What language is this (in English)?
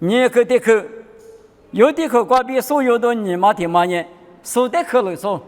Lisu